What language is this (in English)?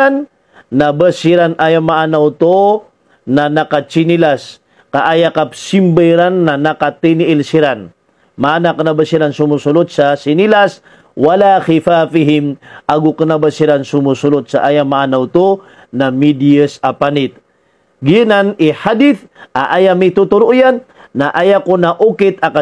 Maranao